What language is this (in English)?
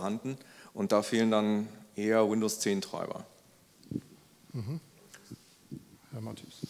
German